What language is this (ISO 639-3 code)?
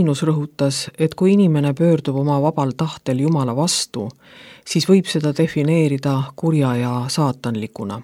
est